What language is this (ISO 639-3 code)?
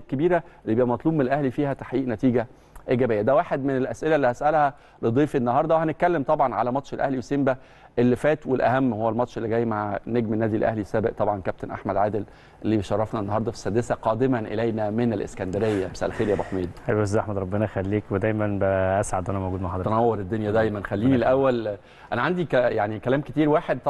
arz